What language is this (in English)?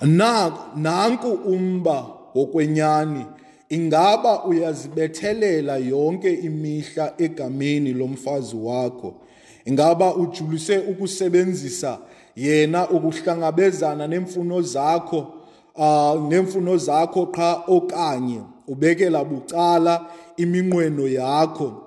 Xhosa